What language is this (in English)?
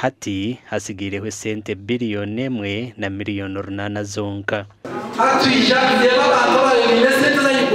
Nyankole